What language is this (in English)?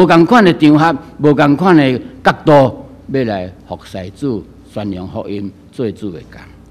Min Nan Chinese